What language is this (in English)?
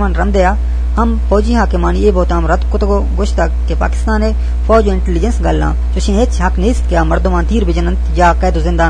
Eastern Balochi